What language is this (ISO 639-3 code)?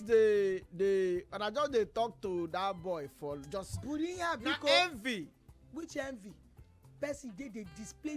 pcm